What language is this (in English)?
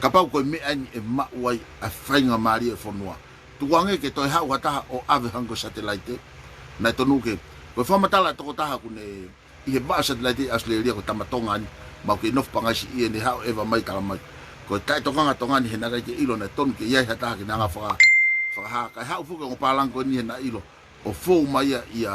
Tongan